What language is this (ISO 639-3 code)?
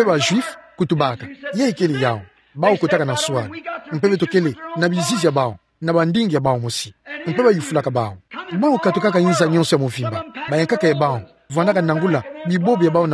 ktu